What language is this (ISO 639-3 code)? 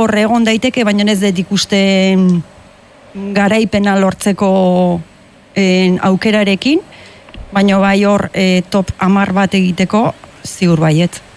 eus